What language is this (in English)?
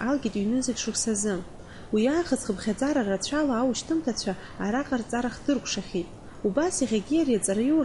Abkhazian